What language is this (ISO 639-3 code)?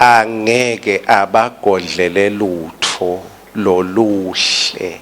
ssw